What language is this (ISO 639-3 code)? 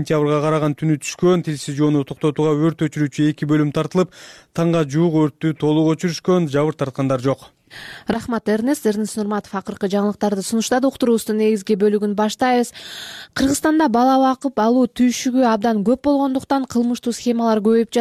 kir